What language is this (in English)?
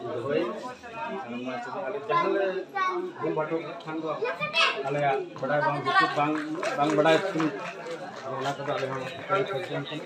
Santali